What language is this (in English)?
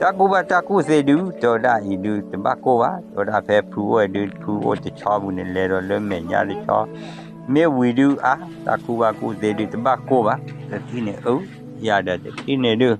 S'gaw Karen